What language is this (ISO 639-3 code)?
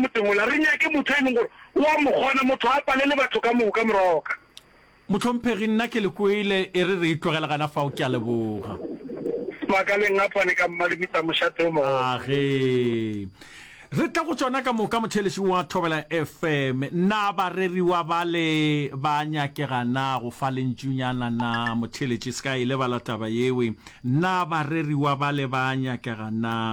nso